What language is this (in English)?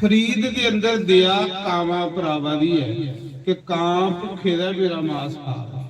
Dogri